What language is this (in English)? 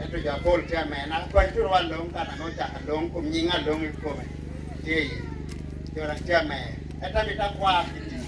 Lango (Uganda)